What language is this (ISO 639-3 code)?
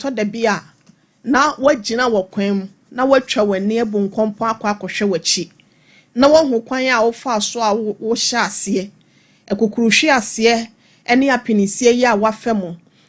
aka